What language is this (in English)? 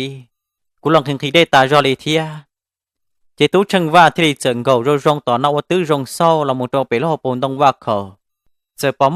Hmong